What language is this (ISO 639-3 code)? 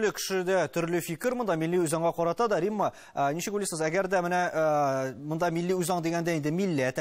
tat